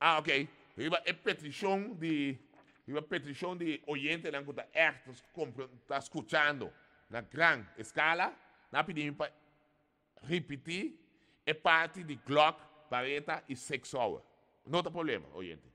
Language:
Papiamento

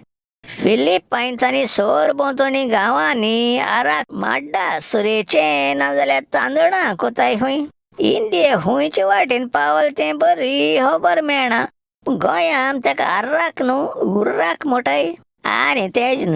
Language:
Konkani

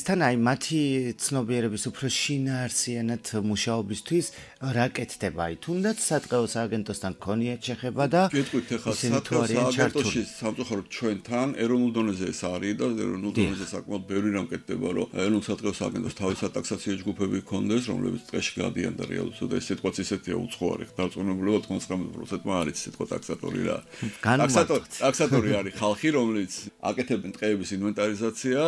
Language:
Georgian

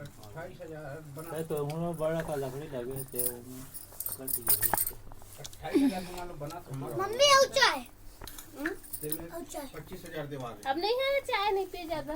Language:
Chhattisgarhi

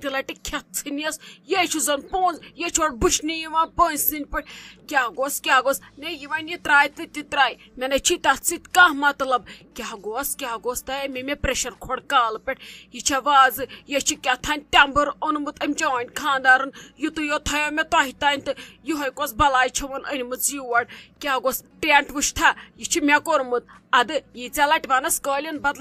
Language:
Kashmiri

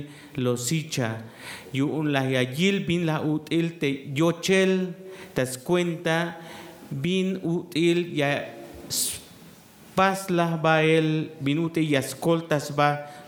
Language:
Tzeltal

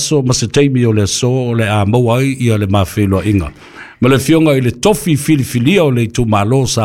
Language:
Samoan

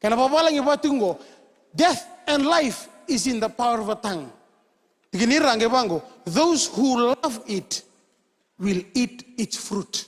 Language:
Fijian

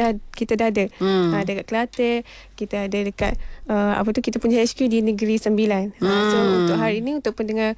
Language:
Malay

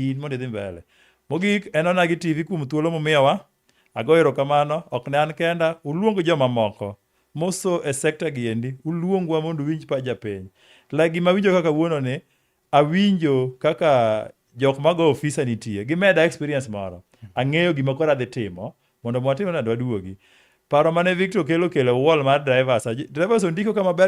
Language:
Luo (Kenya and Tanzania)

